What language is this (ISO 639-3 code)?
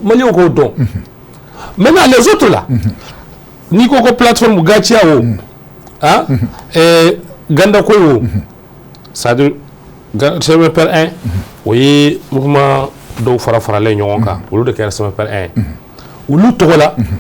bam